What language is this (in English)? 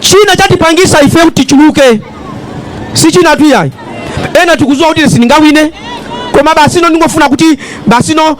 Nyanja